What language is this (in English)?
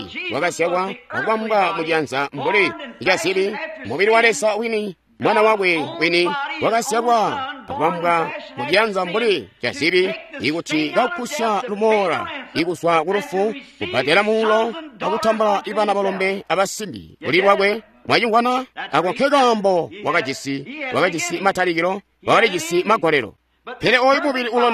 Tonga (Zambia)